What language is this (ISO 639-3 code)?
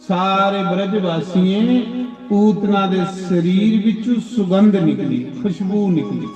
doi